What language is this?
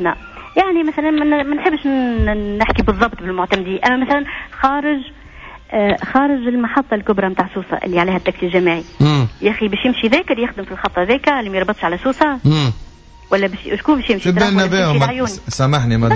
Tunisian Arabic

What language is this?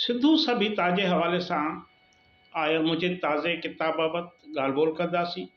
Sindhi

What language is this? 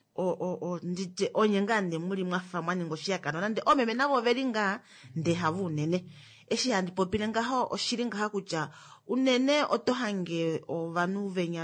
Kuanyama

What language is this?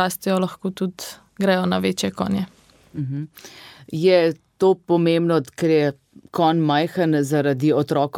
Slovenian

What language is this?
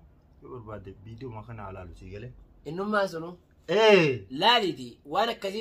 Oromo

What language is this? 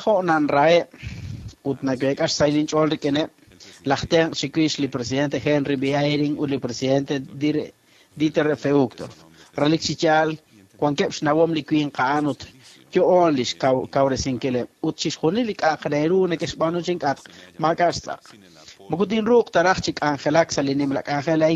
Kekchí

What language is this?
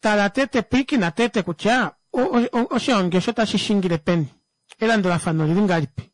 Kuanyama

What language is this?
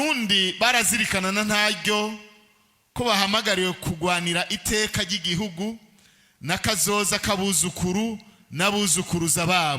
Rundi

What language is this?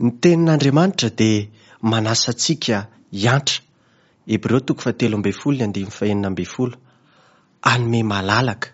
Malagasy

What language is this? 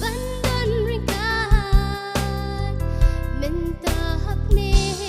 Khasi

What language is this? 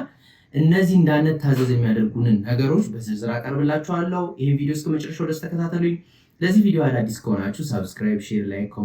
Amharic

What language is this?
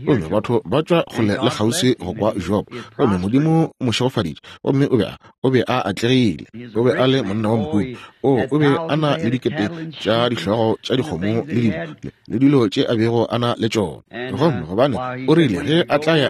Northern Sotho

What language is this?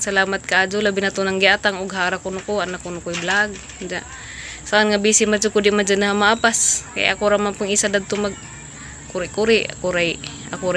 Cebuano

